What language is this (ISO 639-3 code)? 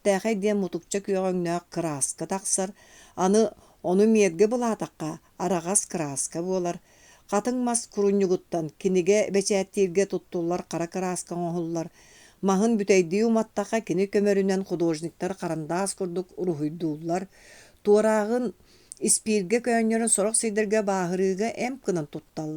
sah